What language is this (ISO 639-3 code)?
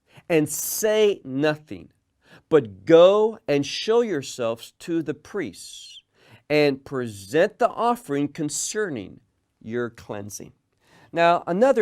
eng